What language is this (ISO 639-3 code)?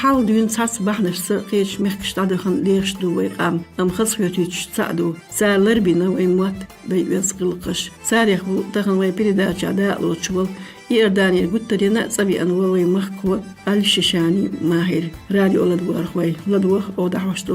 che